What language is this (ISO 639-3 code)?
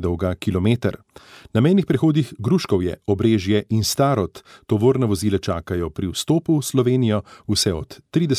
slv